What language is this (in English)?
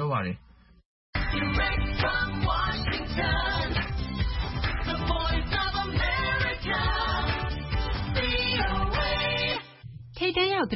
Burmese